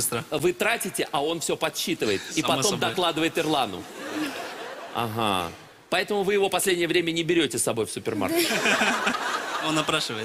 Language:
Russian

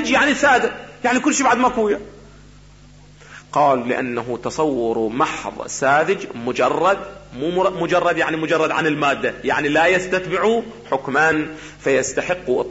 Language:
Arabic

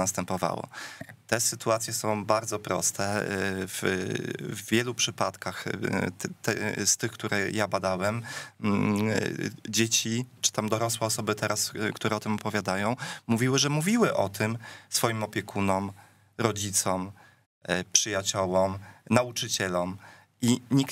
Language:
Polish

